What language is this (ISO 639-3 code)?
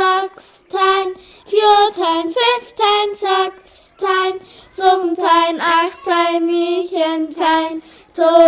frr